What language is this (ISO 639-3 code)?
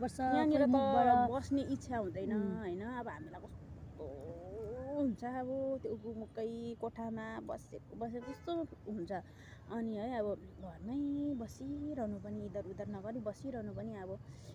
nep